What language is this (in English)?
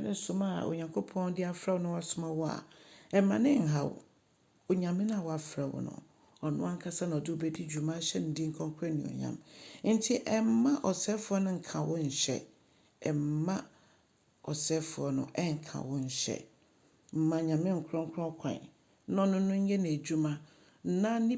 Akan